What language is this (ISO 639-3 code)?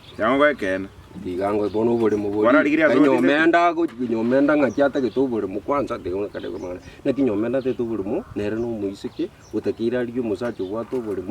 guz